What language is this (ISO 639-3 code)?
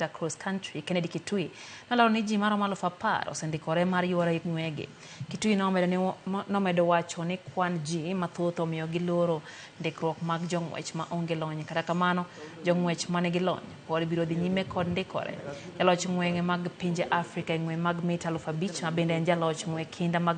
luo